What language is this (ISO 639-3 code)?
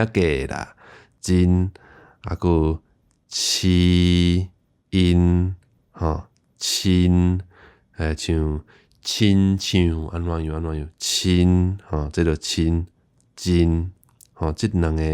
nan